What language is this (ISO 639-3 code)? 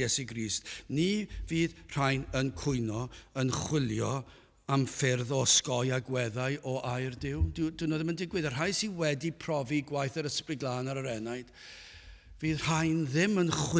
cym